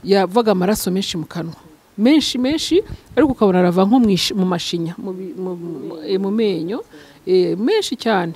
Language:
Kinyarwanda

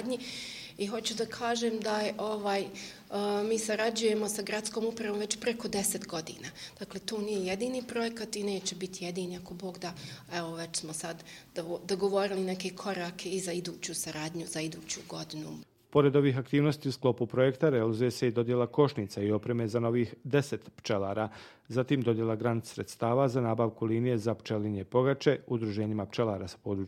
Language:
Bosnian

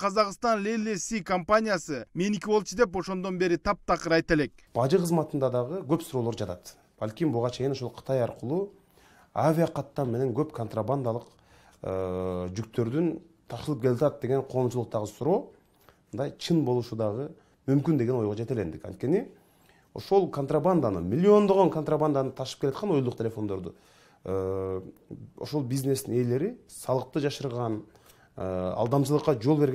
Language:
Kyrgyz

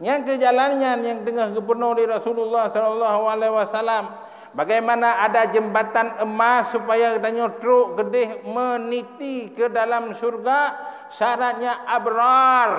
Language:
Achinese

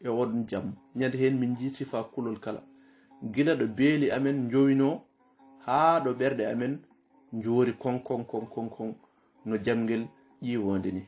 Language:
Fula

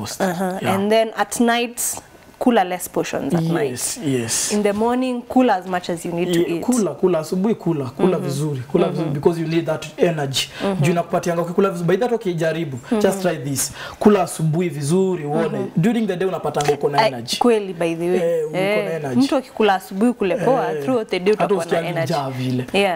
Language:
Swahili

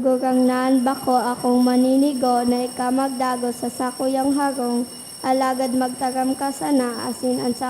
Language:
Bikol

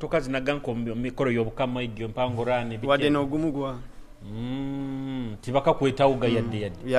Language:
Nyoro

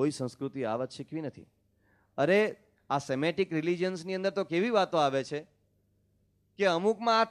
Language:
Gujarati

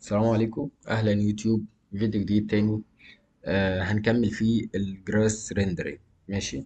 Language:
Egyptian Arabic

